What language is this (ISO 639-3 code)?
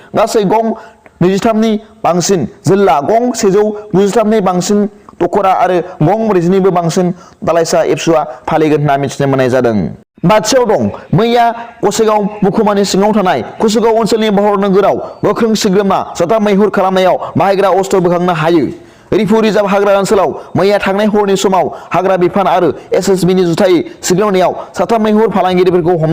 brx